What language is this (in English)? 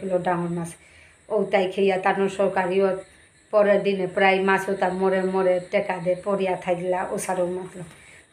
Bishnupriya